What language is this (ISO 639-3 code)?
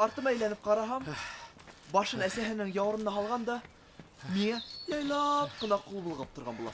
bak